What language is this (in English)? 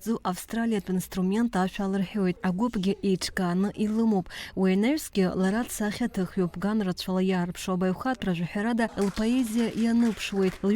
Abkhazian